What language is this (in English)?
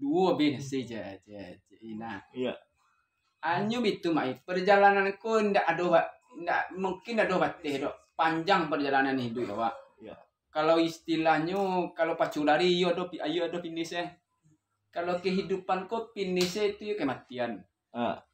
Minangkabau